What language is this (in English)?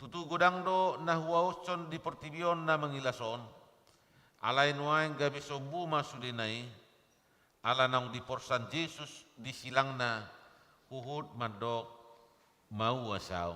Batak Toba